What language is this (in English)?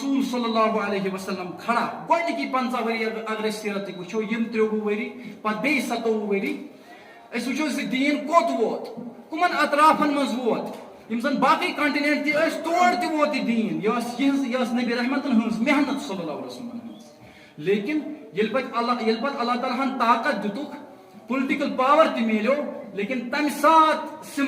Kashmiri